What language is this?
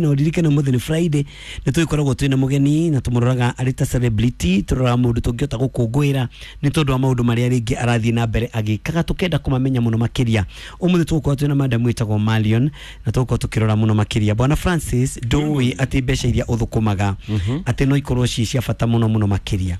Kikuyu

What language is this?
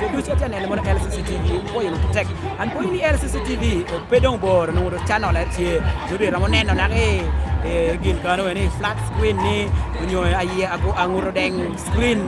Lango (Uganda)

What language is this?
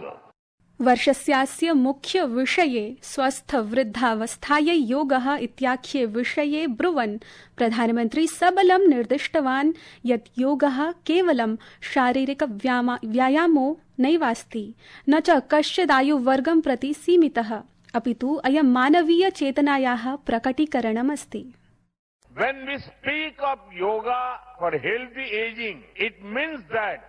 Sanskrit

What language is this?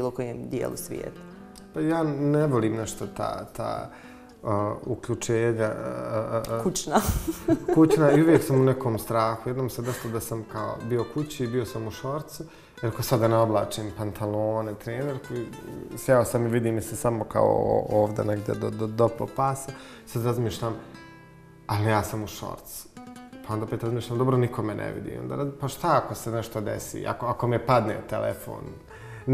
Bosnian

